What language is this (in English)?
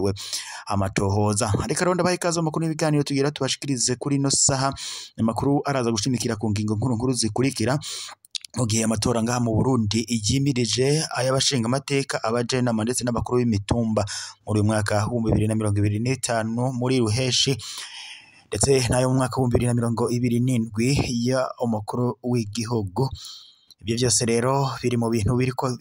Rundi